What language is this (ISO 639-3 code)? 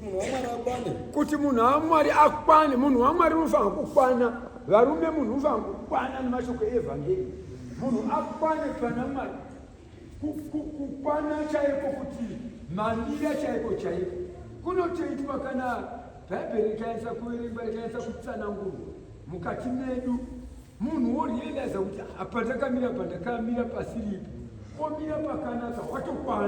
sna